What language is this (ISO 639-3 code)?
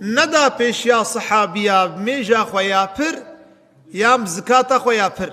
kur